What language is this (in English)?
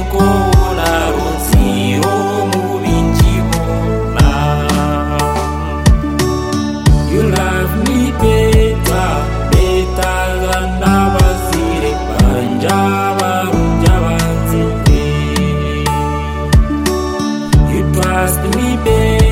Kinyarwanda